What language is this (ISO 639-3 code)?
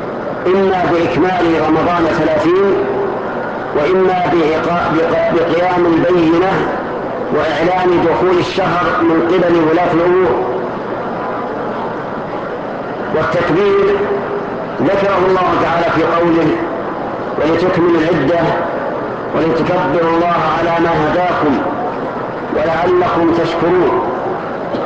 ara